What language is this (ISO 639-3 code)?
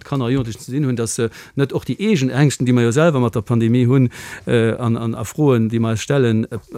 ltz